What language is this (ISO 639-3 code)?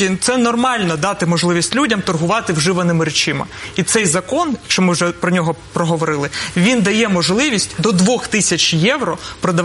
ukr